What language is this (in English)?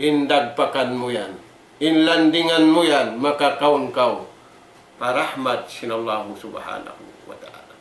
Tausug